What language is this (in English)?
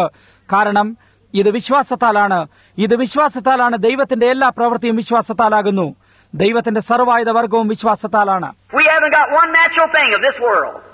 Malayalam